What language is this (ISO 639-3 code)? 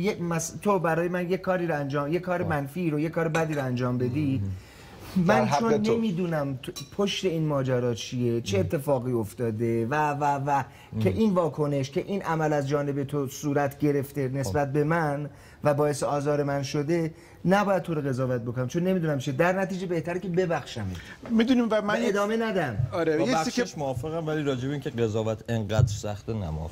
fas